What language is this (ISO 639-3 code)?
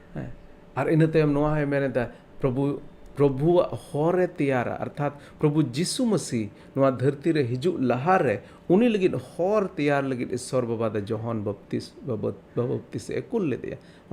sat